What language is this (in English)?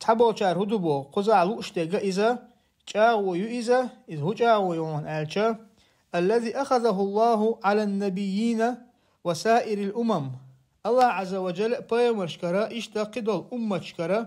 Chechen